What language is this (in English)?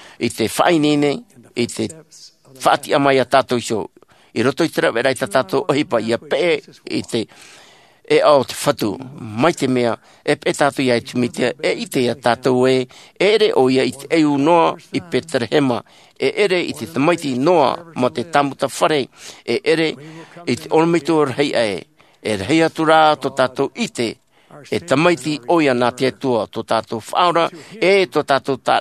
Tahitian